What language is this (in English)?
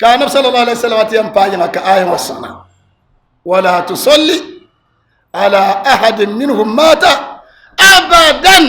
Dagbani